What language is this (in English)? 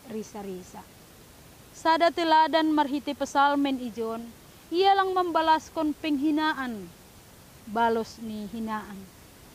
Batak Simalungun